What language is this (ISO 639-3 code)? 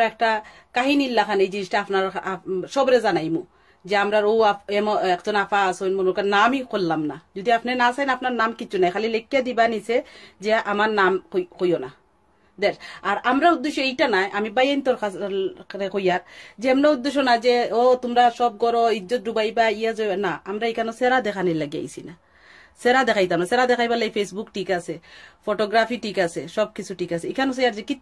syl